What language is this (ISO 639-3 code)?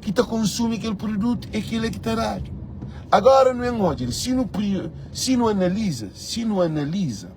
kea